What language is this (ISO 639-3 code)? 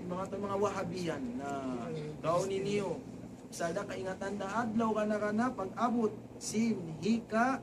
tsg